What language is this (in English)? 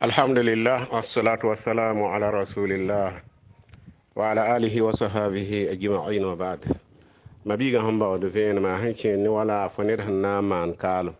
Mossi